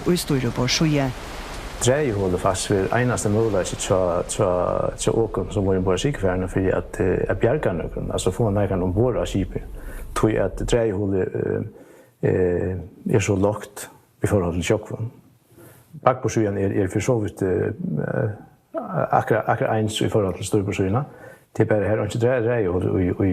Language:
Faroese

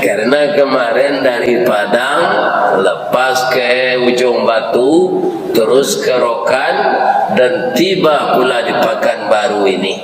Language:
Minangkabau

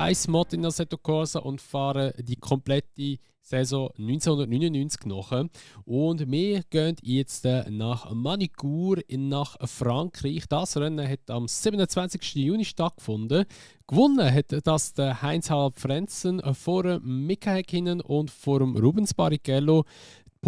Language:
Swiss German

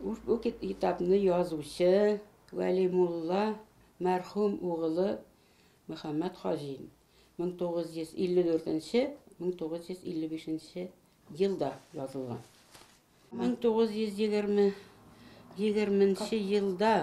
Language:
Tatar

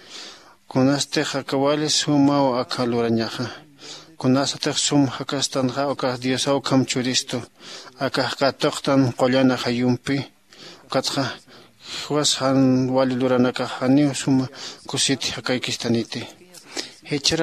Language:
Aymara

